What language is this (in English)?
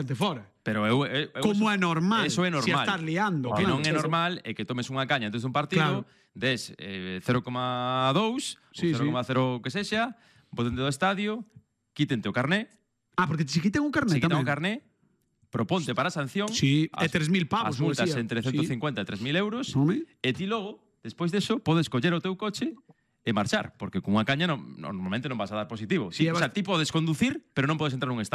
Galician